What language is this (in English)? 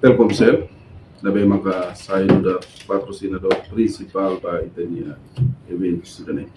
Tetum